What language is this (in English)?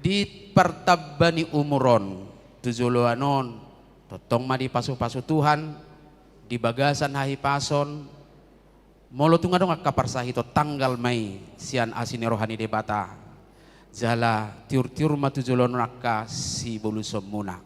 Batak Toba